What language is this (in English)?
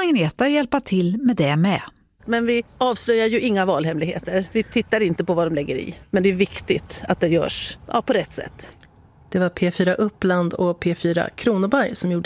Swedish